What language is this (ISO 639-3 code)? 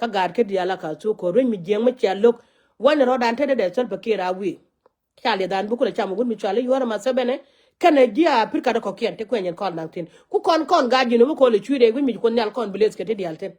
nus